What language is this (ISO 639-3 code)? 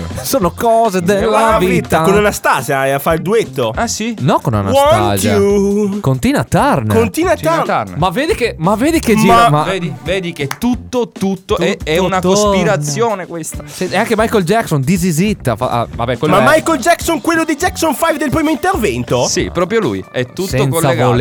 ita